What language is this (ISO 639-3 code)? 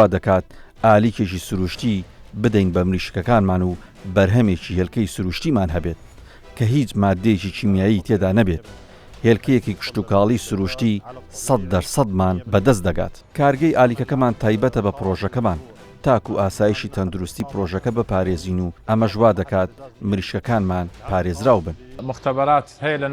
ckb